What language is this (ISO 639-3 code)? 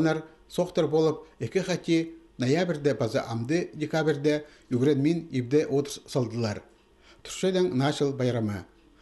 kjh